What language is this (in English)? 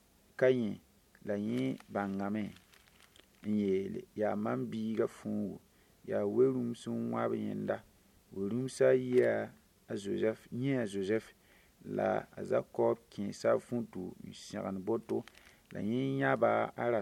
Mossi